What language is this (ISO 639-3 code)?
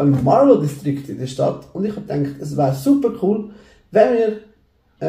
gsw